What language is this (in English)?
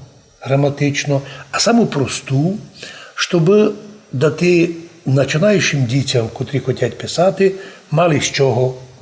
Rusyn